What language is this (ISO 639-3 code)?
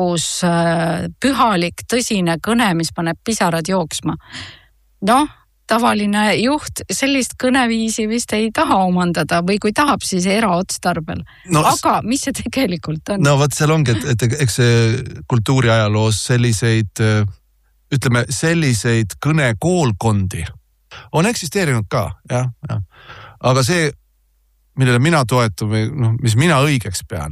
est